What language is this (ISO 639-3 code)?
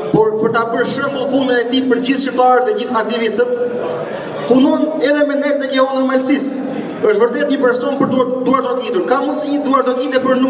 sqi